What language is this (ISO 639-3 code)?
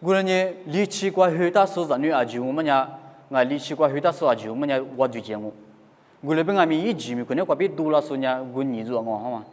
lis